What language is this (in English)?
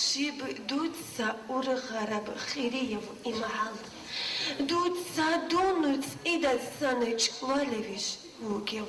Avaric